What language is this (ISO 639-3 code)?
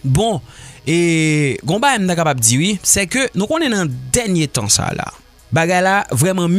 hat